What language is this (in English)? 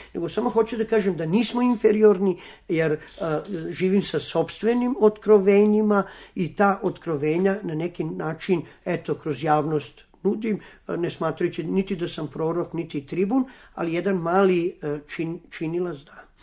Serbian